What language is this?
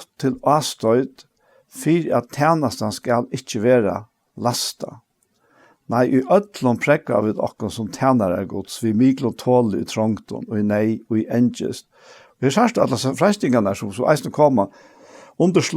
Faroese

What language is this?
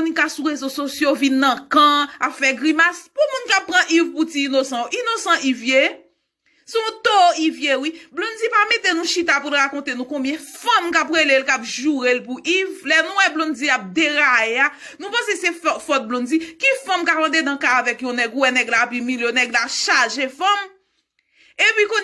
Haitian Creole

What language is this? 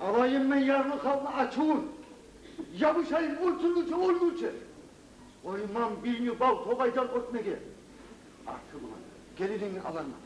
Kumyk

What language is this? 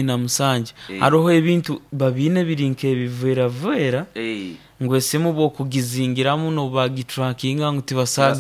Nyoro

